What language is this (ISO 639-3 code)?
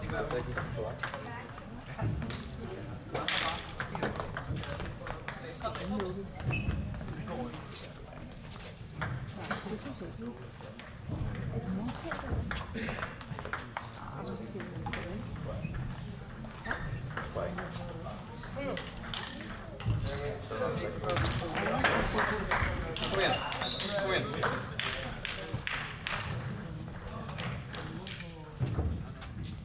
dan